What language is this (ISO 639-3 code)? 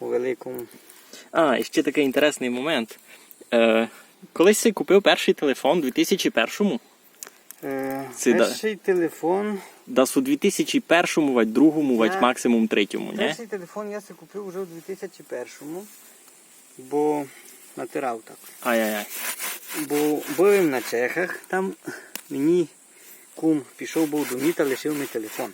rue